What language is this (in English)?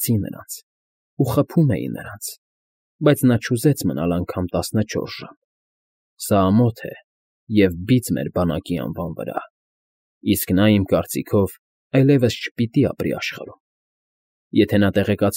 Armenian